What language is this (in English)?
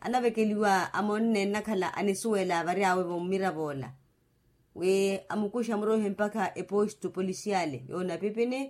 Makhuwa